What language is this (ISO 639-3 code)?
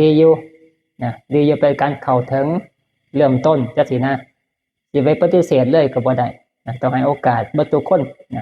tts